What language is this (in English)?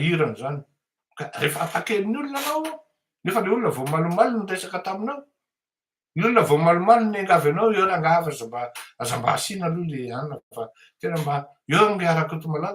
Malagasy